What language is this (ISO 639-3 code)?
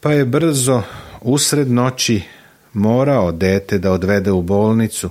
srp